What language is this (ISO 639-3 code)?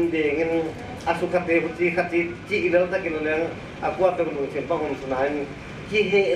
pck